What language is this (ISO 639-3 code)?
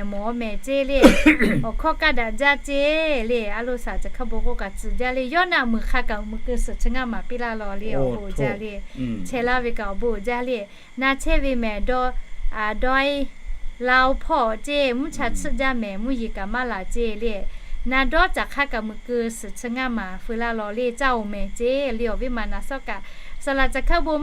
lhu